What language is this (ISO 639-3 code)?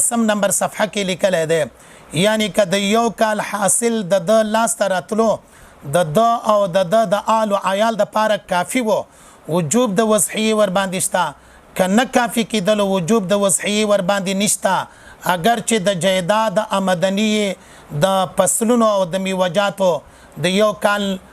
pus